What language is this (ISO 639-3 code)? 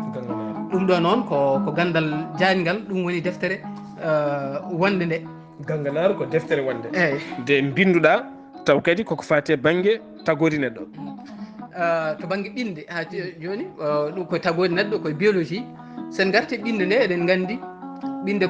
ful